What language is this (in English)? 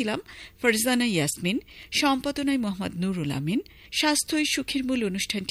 Bangla